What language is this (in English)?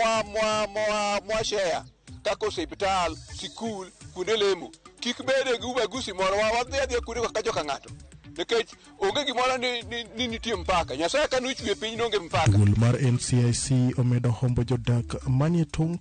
Luo (Kenya and Tanzania)